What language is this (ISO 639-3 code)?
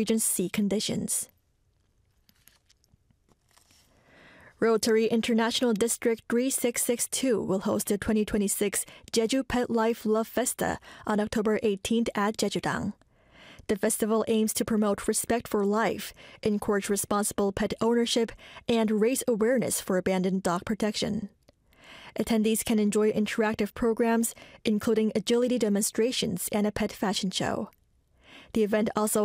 eng